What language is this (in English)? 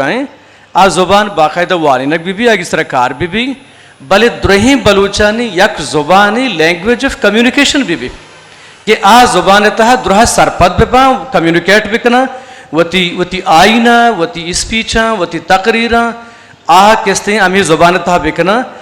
Eastern Balochi